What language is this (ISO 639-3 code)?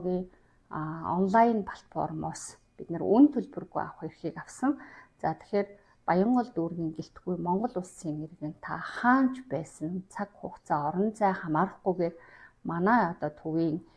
mon